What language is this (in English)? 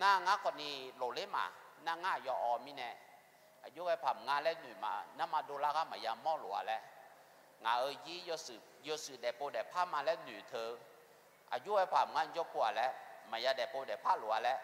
Akha